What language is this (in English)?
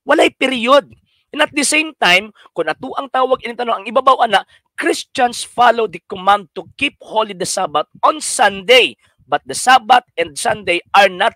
Cebuano